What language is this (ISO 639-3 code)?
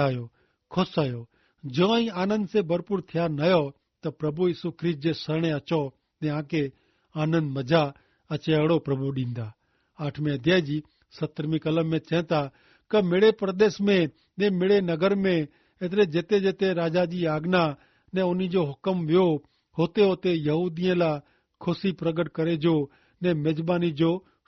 kfr